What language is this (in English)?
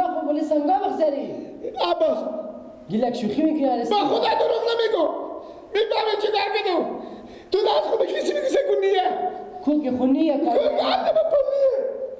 Persian